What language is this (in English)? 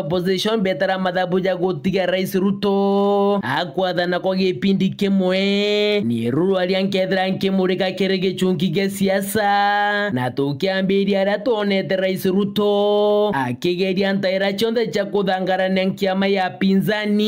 Meru